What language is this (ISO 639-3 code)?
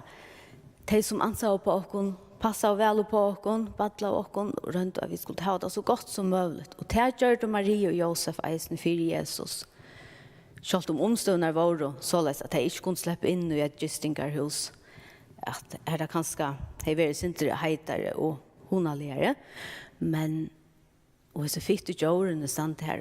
fao